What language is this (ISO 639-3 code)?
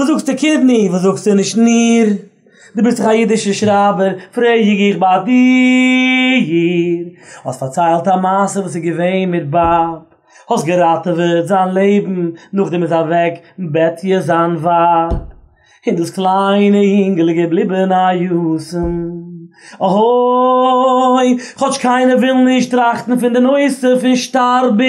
yid